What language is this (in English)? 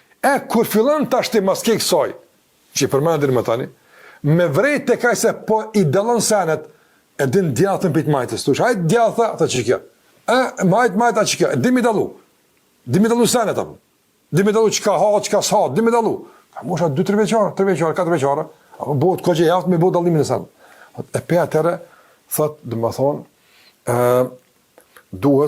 Albanian